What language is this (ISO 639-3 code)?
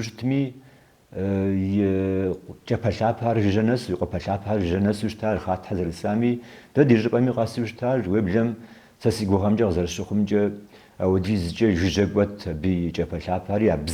kbd